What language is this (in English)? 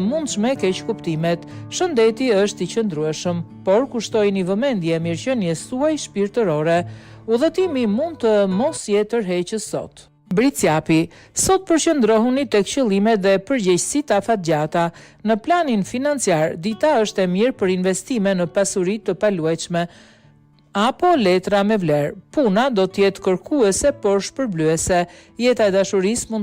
Albanian